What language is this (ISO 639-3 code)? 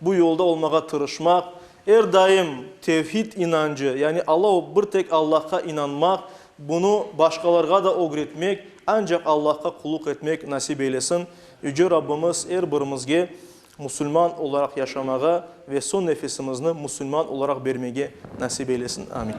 crh